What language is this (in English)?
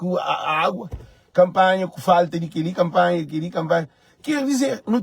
Kabuverdianu